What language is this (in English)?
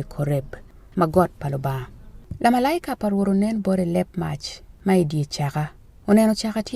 Acoli